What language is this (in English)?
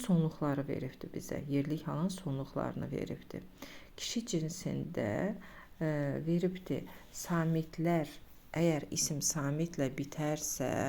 Azerbaijani